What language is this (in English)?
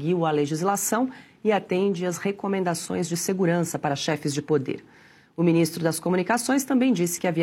Portuguese